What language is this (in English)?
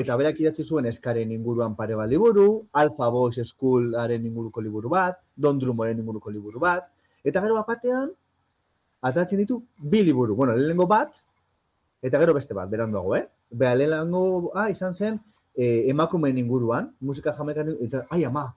Basque